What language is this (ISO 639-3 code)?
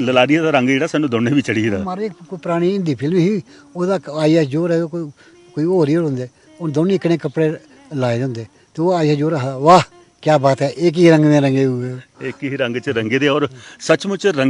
doi